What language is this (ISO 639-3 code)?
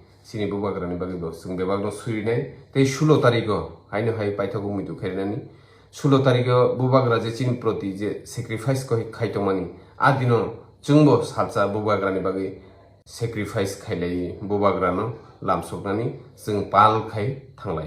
trp